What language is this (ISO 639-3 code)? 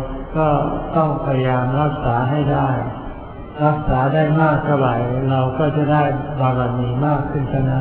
tha